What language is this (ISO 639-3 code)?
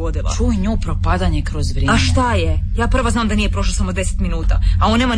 hrv